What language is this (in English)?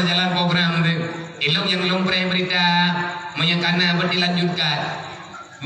Achinese